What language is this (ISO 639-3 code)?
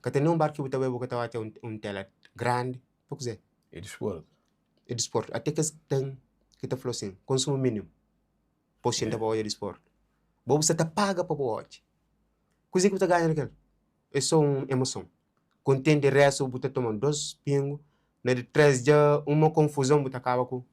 kea